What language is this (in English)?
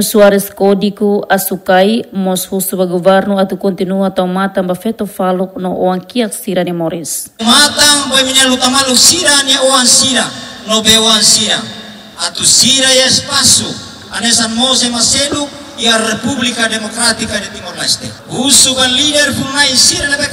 Tetum